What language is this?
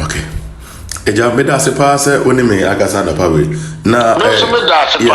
Akan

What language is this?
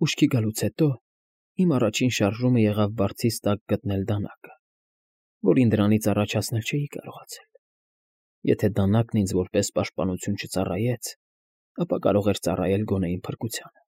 Armenian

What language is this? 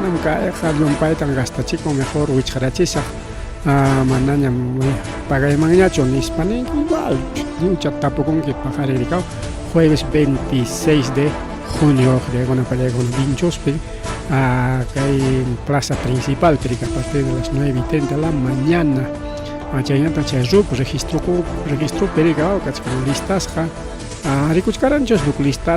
Ayacucho Quechua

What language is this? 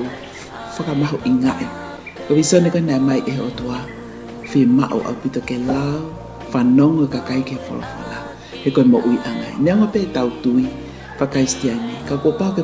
Tongan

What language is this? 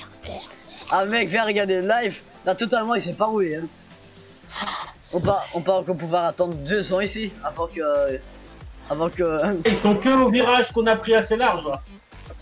French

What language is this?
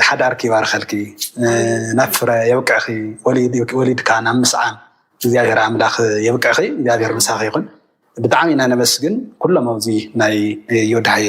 Tigrinya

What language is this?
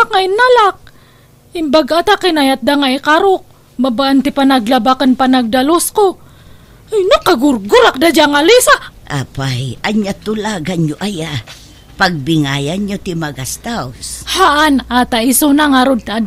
Iloko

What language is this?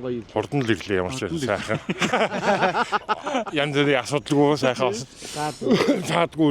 Mongolian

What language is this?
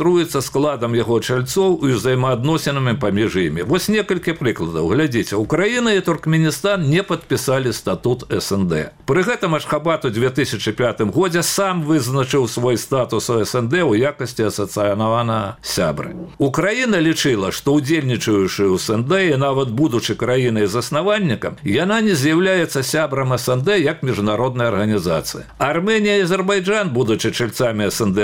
Belarusian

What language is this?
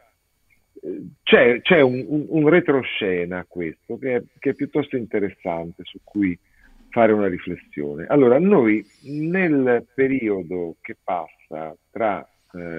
Italian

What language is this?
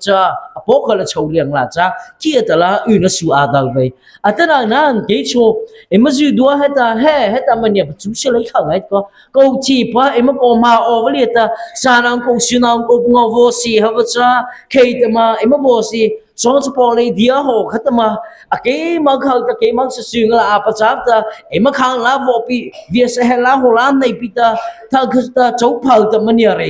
Mara Chin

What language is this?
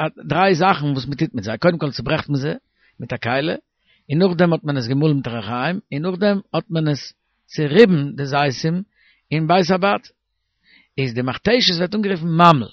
Yiddish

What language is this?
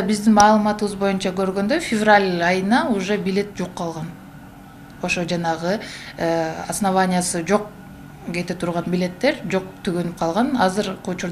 Kyrgyz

